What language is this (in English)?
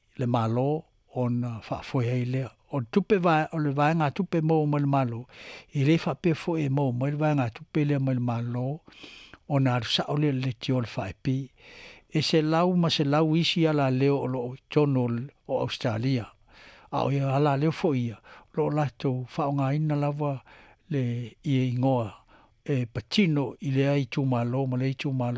Samoan